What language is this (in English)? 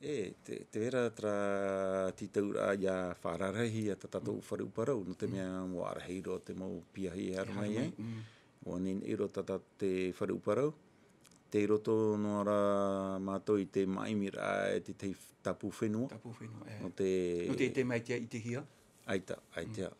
Tahitian